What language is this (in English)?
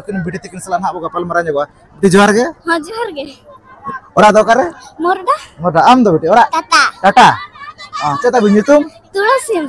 Santali